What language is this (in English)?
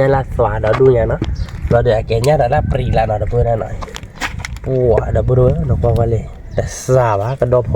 S'gaw Karen